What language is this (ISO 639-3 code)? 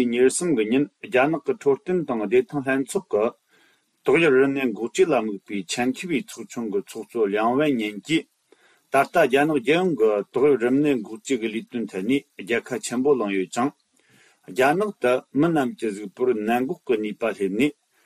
bod